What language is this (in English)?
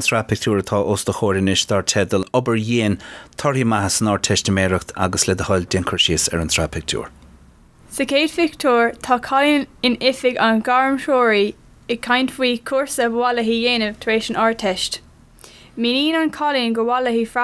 Irish